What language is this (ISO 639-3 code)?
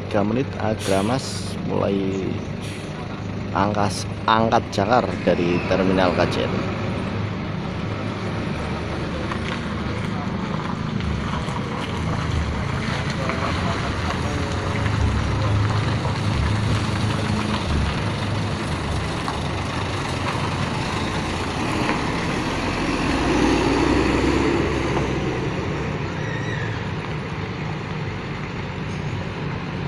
ind